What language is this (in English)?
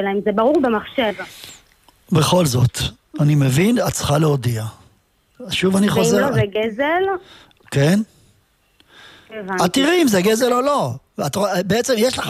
Hebrew